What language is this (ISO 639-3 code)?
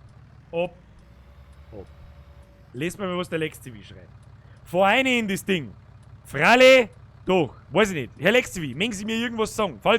bar